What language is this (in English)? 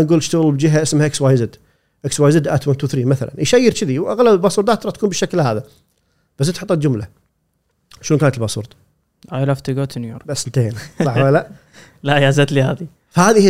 Gulf Arabic